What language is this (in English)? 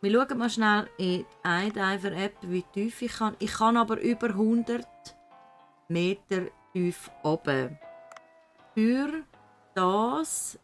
Swiss German